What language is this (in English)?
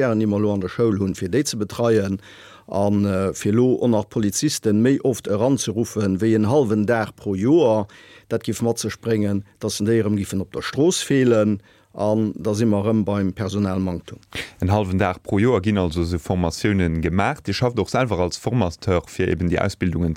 Luxembourgish